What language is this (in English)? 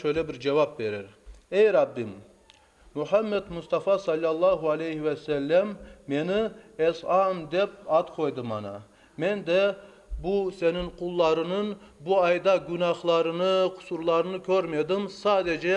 Crimean Tatar